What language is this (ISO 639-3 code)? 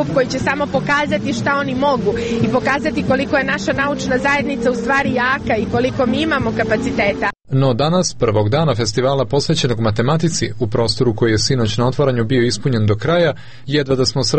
srp